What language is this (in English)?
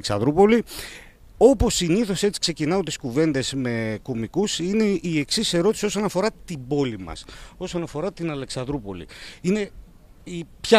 Greek